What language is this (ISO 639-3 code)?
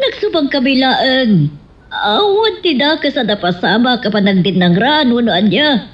ilo